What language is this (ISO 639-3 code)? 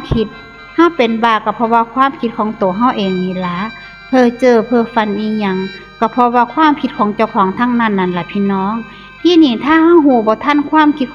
tts